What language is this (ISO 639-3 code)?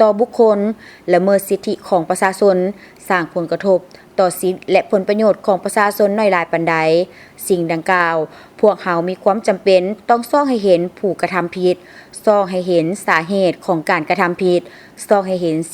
lao